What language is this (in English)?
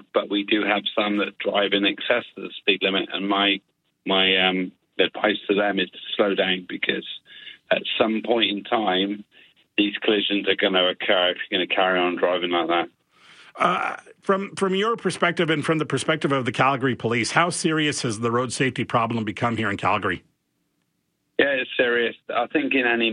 English